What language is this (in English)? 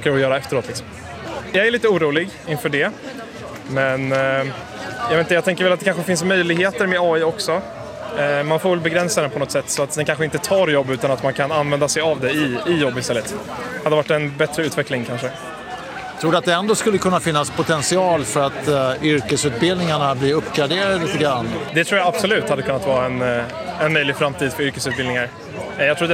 Swedish